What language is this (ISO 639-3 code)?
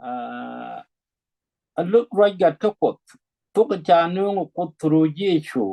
nus